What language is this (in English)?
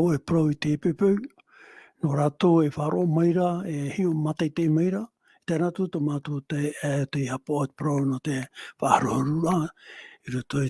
Tahitian